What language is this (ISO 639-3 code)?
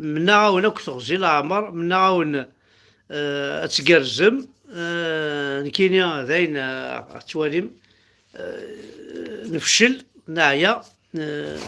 kab